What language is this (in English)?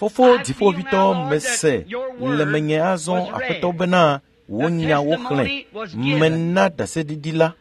Ewe